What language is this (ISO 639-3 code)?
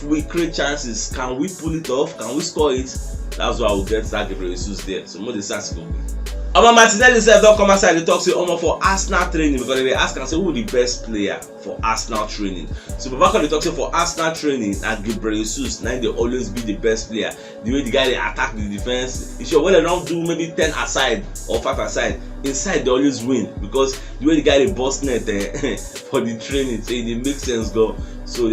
pcm